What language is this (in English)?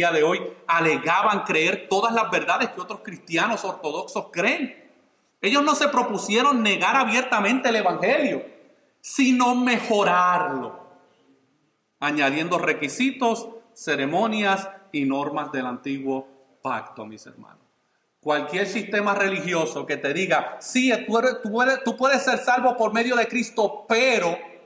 Spanish